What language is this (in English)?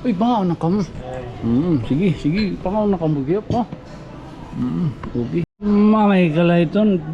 Waray